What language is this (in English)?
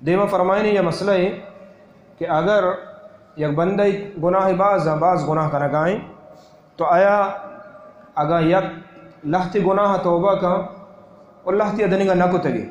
Baluchi